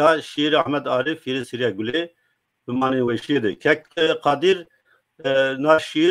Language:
Zaza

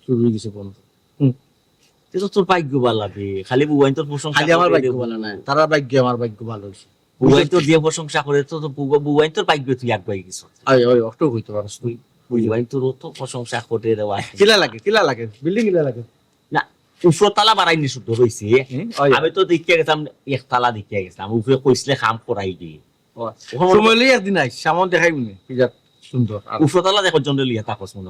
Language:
Sylheti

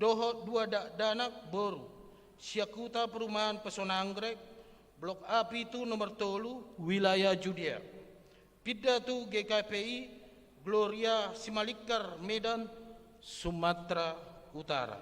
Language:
Batak Toba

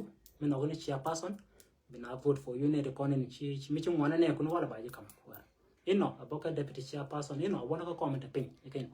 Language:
Nuer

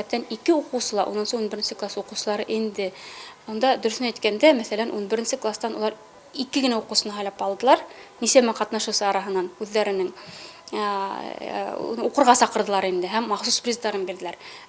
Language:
Bashkir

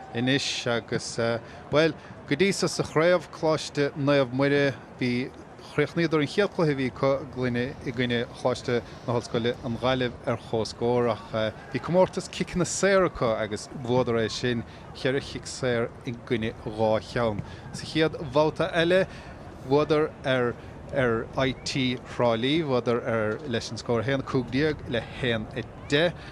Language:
Irish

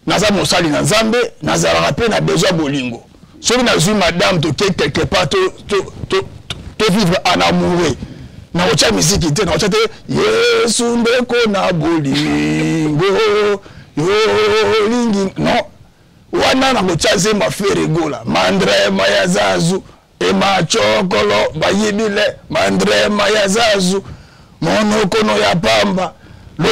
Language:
Lingala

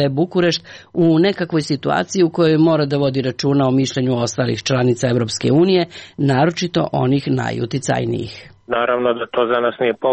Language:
Serbian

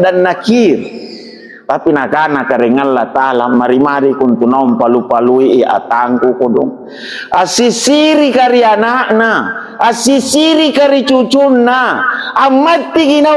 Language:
Makasar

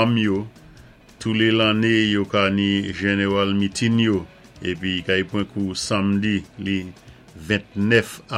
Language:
Saint Lucian Creole French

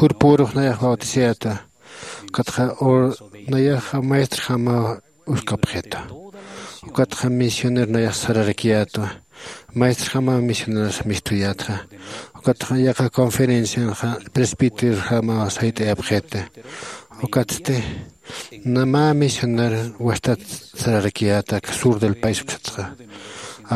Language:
Aymara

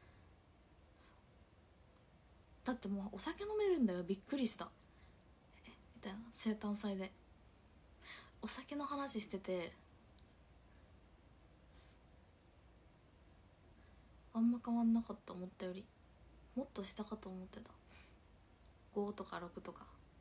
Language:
Japanese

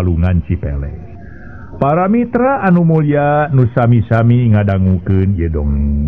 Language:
Sundanese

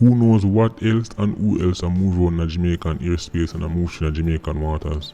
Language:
Jamaican Creole English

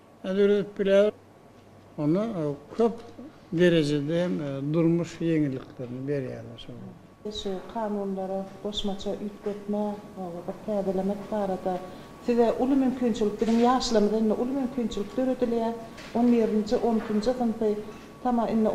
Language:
Turkmen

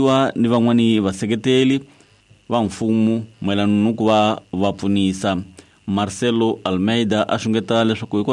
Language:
Tsonga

